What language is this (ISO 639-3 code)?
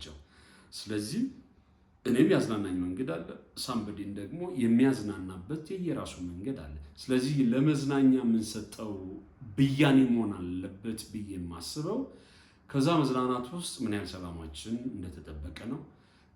amh